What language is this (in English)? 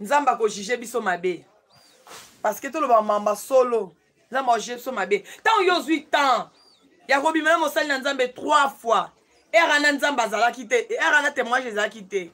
Lingala